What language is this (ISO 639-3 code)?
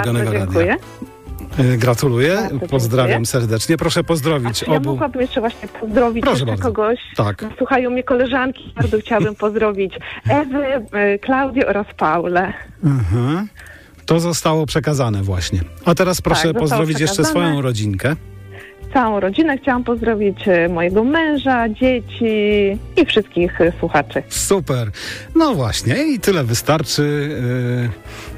pol